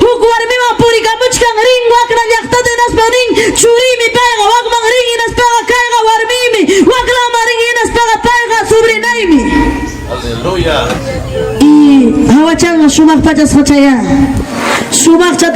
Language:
Ayacucho Quechua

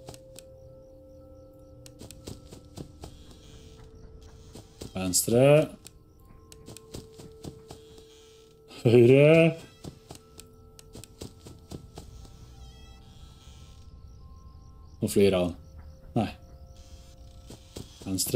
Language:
Norwegian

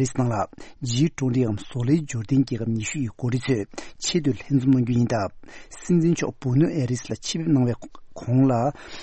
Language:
Tibetan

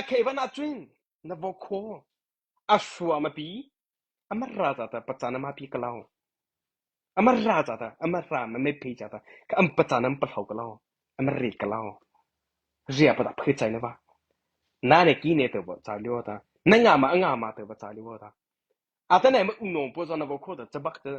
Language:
Mara Chin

